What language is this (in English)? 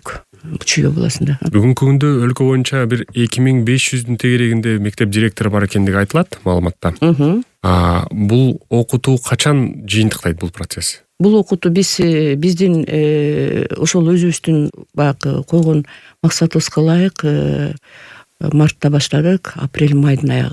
Kyrgyz